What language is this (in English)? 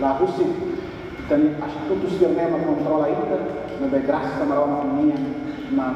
Tetum